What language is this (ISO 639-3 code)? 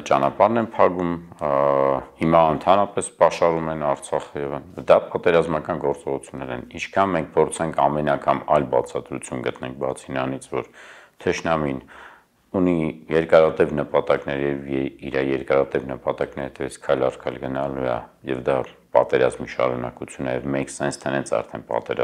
hye